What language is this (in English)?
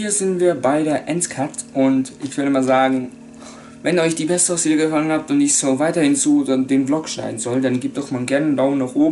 Swiss German